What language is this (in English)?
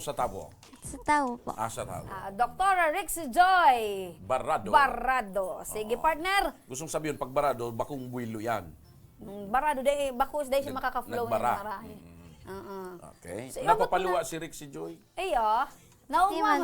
Bikol